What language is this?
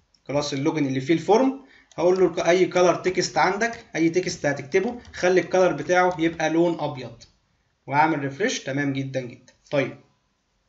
Egyptian Arabic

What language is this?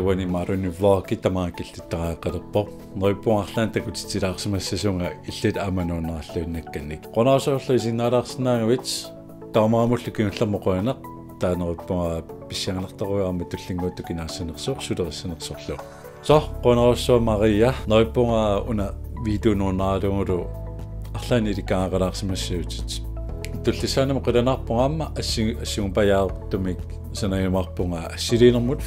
Kalaallisut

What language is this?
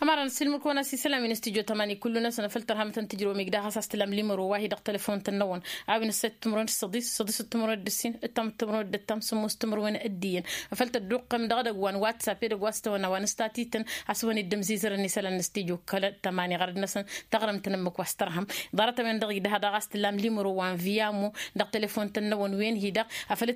Tamasheq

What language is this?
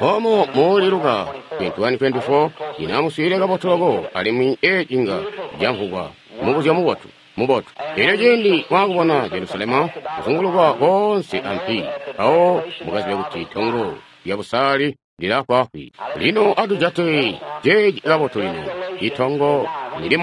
Tonga (Zambia)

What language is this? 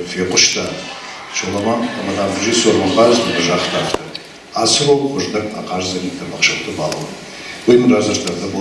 Ossetic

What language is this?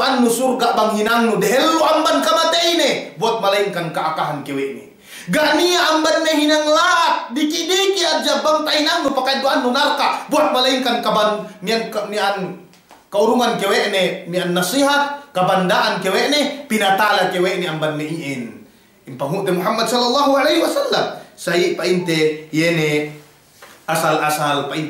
Yakan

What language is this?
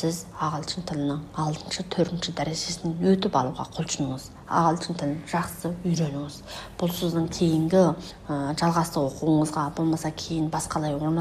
Kazakh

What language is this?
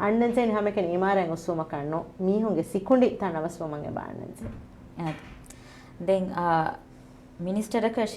Divehi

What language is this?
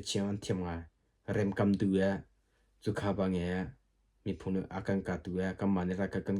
Hakha Chin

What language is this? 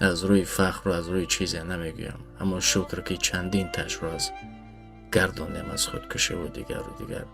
Tajik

